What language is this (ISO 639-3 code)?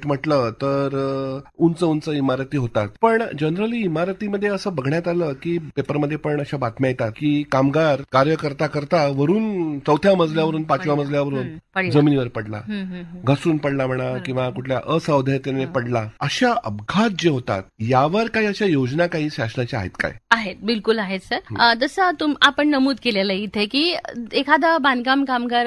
mar